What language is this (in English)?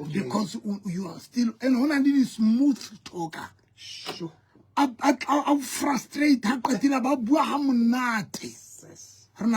Southern Sotho